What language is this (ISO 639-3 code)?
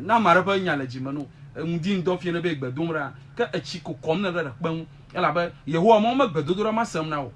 ewe